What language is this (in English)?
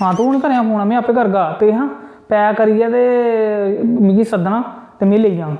Dogri